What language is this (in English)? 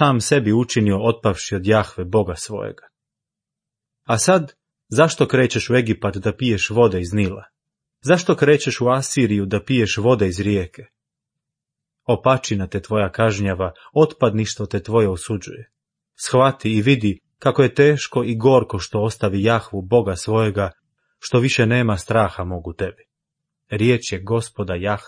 Croatian